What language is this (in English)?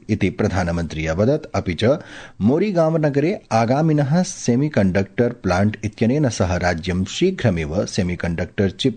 Sanskrit